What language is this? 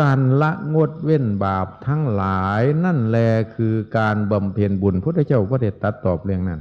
Northeastern Thai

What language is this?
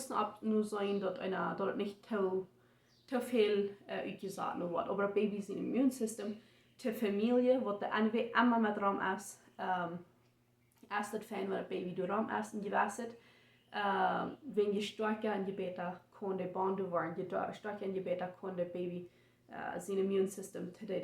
Plautdietsch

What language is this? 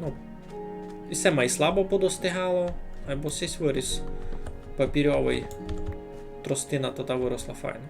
Rusyn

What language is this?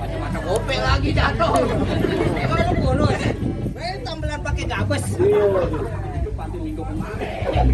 Betawi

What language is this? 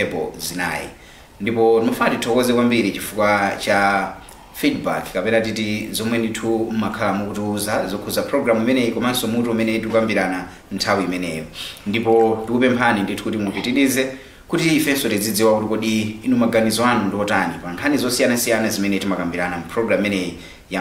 Nyanja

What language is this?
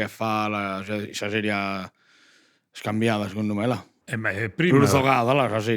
Sardinian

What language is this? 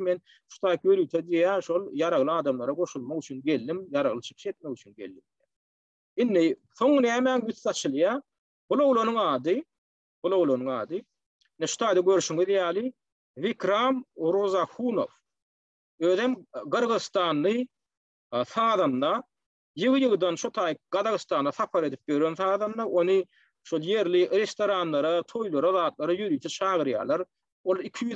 Turkmen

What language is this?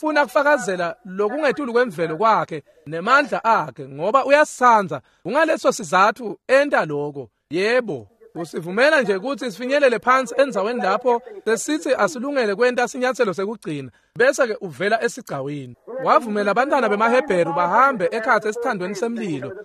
Swati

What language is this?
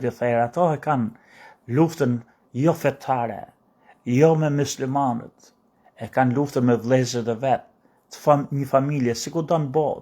Albanian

